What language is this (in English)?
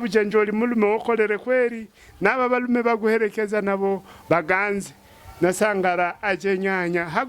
Havu